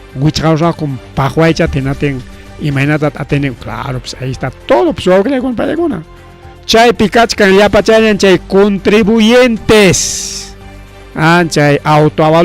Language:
Ayacucho Quechua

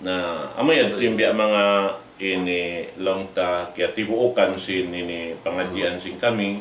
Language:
Tausug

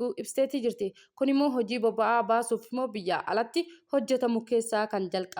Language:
Oromo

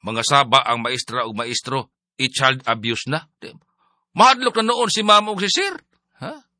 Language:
Cebuano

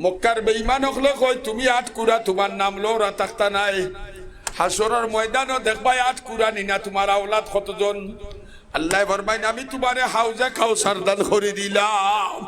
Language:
Sylheti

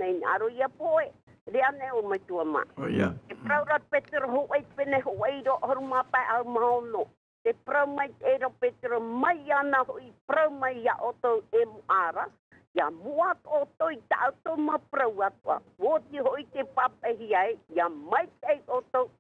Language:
Tahitian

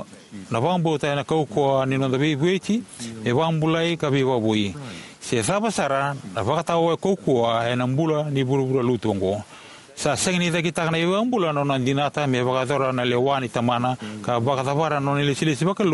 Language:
Fijian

